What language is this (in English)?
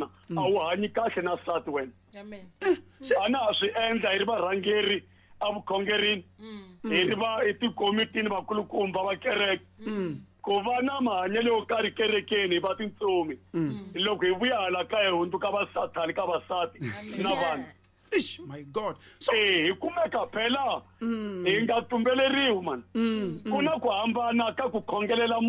Tsonga